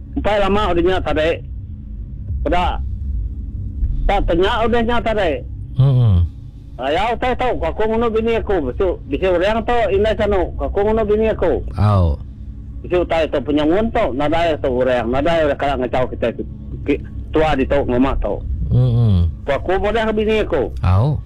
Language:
Malay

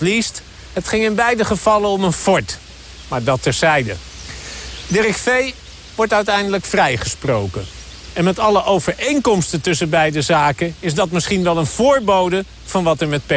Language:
Dutch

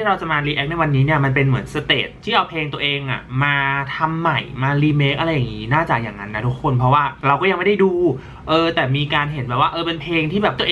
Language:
Thai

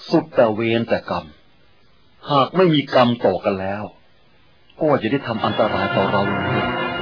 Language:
Thai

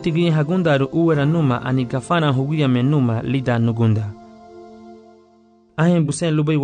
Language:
Garifuna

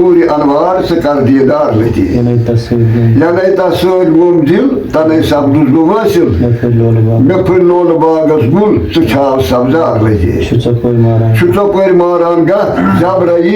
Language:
Kashmiri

